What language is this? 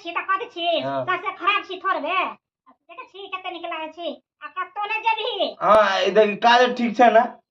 Maithili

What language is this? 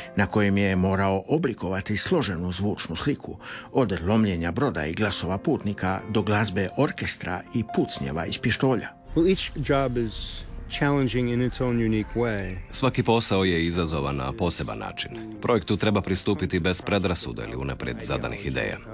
Croatian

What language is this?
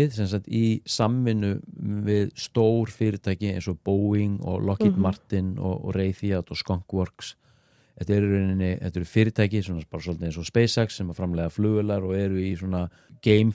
Icelandic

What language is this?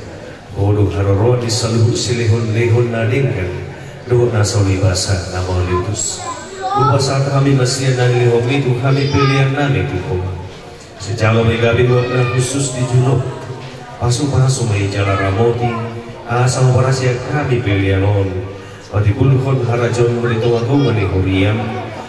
Batak Toba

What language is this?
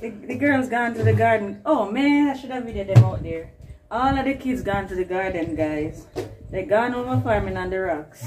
Jamaican Creole English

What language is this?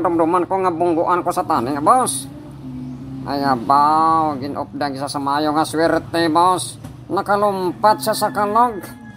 Hiligaynon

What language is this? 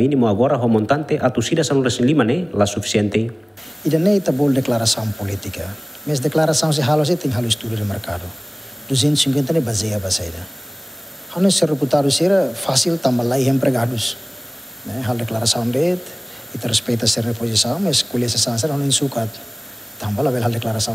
Tetum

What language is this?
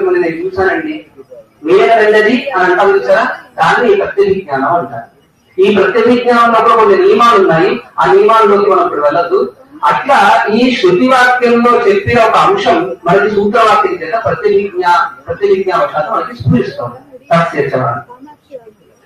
Telugu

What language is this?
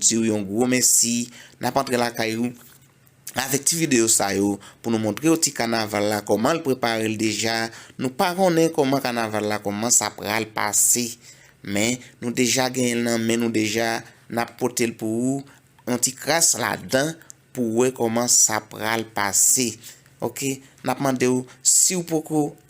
Haitian Creole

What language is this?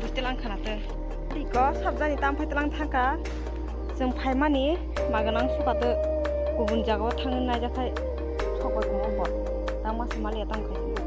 Kok Borok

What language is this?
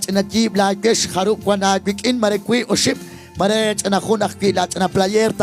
Kekchí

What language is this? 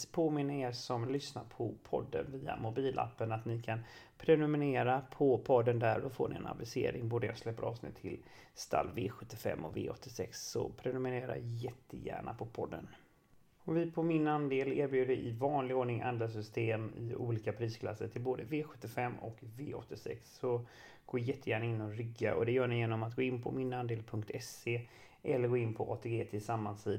Swedish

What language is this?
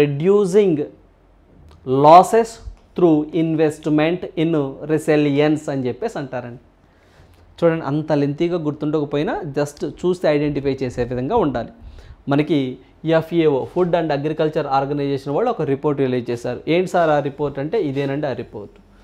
Telugu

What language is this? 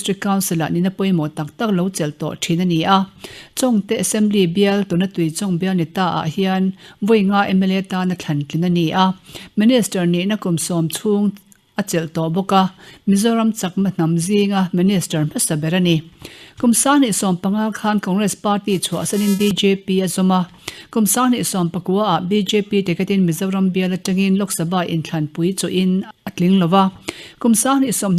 Mizo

